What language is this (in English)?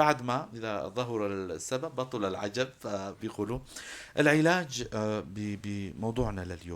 North Levantine Arabic